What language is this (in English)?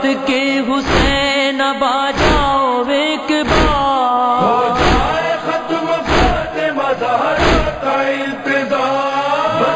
Urdu